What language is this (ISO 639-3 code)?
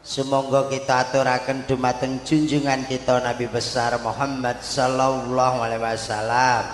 jav